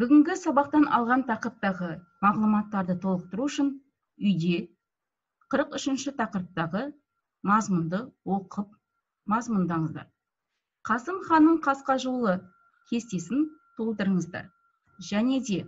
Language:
Kazakh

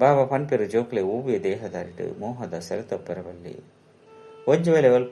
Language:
Tulu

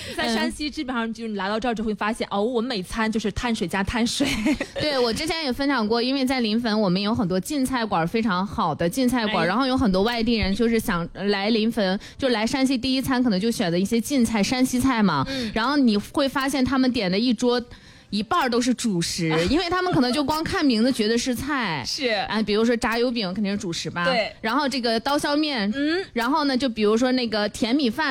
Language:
Chinese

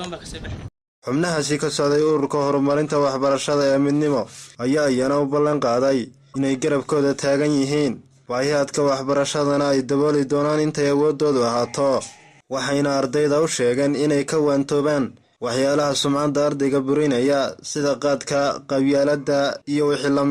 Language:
Somali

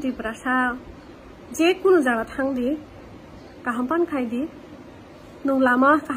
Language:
Kok Borok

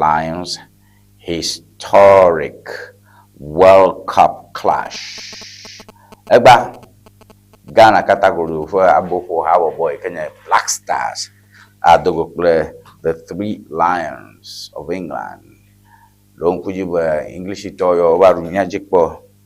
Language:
Ewe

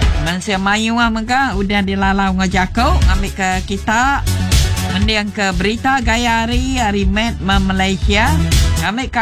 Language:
Iban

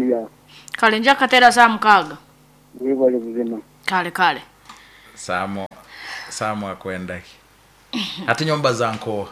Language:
Nyoro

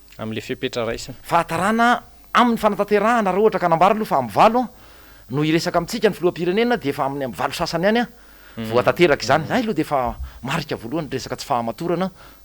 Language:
Malagasy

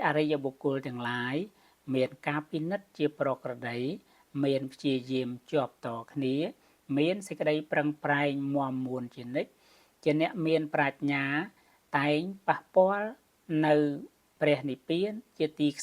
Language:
Khmer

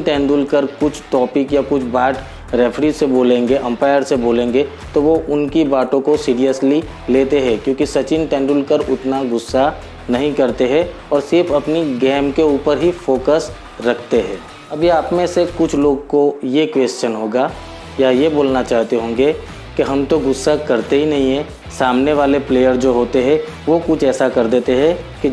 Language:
Hindi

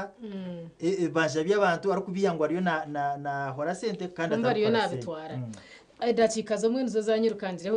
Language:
Nyankole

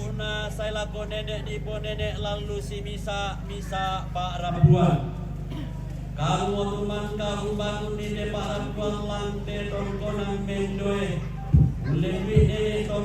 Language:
Toraja-Sa'dan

